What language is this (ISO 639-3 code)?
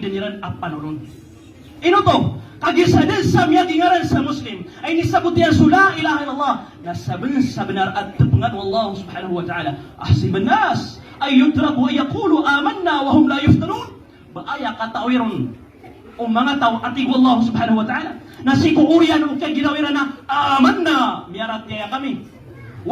mrw